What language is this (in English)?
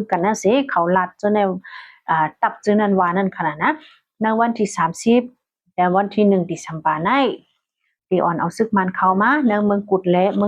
Shan